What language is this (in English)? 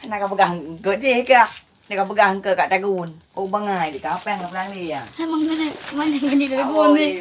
Achinese